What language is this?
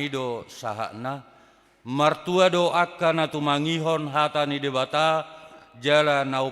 Batak Toba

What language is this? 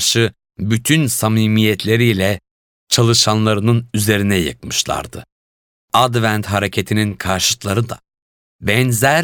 Turkish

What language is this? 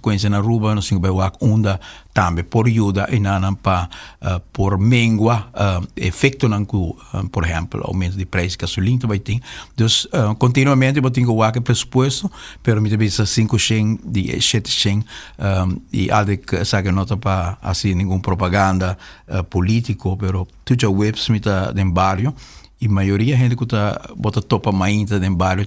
Papiamento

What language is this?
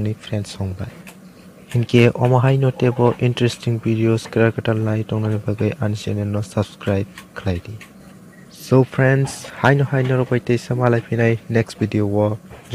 Kok Borok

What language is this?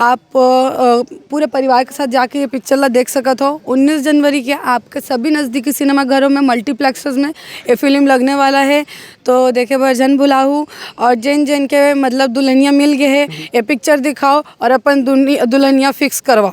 Chhattisgarhi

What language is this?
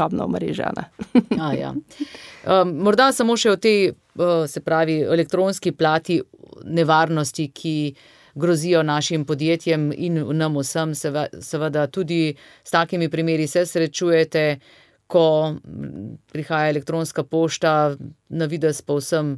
Slovenian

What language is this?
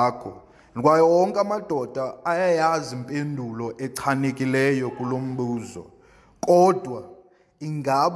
Xhosa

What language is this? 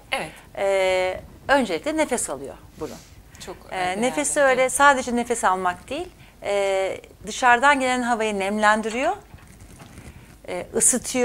Turkish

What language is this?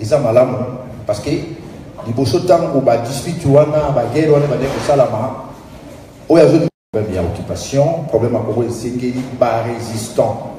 Lingala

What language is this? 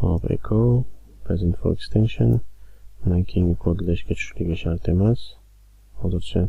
Uzbek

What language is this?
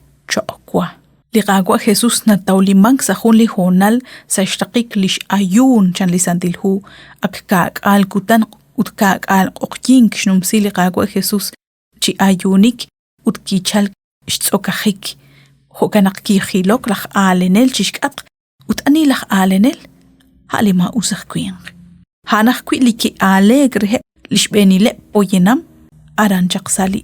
Kekchí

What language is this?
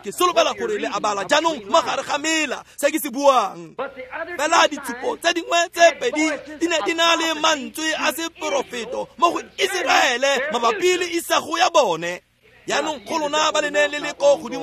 Tswana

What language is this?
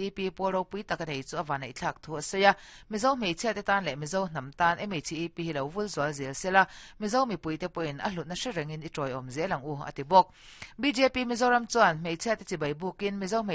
Mizo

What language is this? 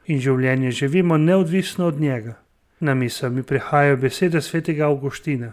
Slovenian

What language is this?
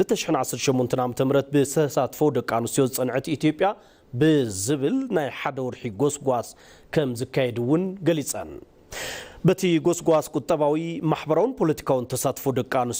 Tigrinya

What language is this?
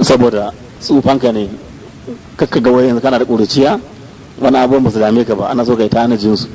Hausa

